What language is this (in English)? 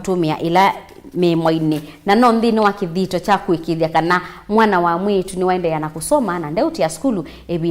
Kamba